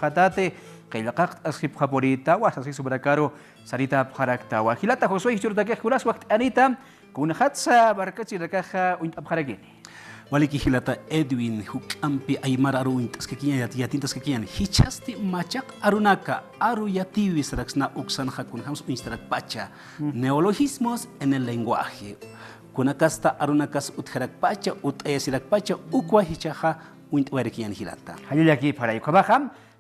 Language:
Aymara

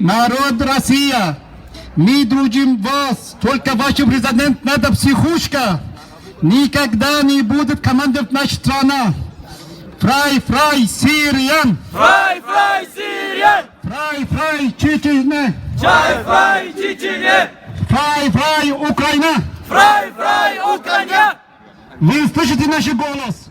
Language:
Chechen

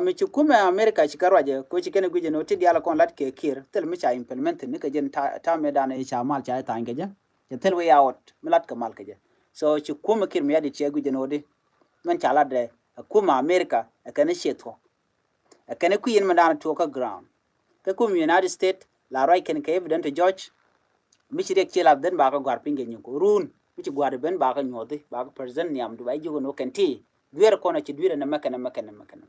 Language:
Nuer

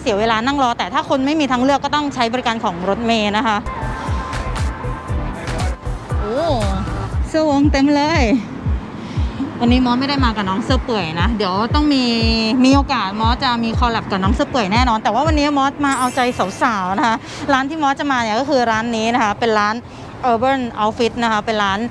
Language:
Thai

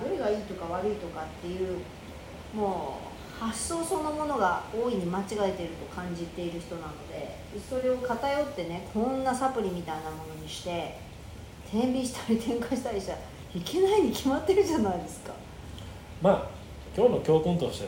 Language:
Japanese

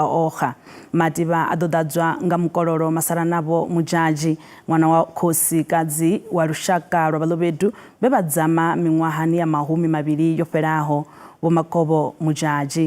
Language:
Venda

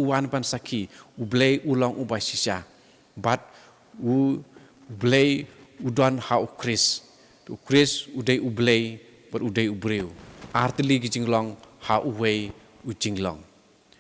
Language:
Khasi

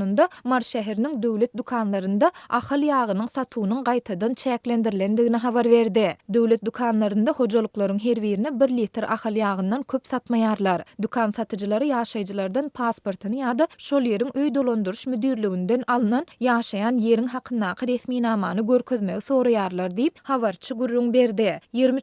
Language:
Turkmen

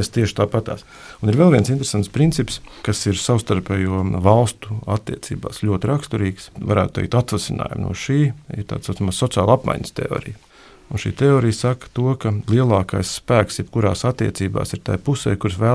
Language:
Latvian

